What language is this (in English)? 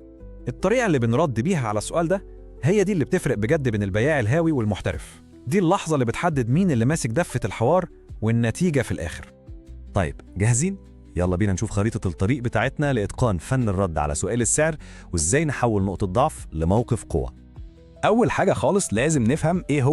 Egyptian Arabic